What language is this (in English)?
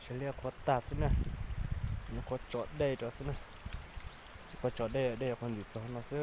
Hmong